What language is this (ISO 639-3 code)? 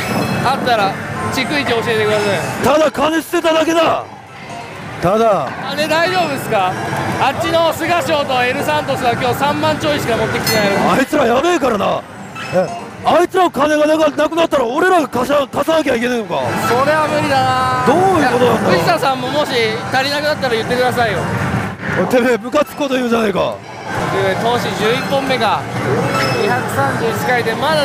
jpn